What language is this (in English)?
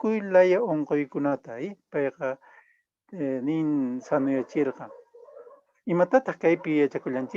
Quechua